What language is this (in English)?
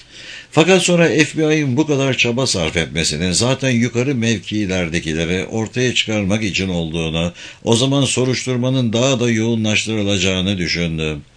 Turkish